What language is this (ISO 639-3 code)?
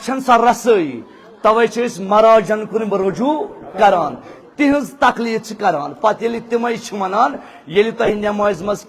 kas